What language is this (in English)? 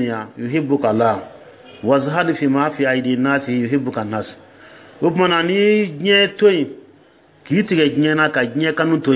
Dyula